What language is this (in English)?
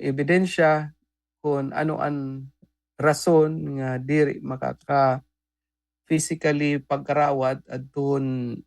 Waray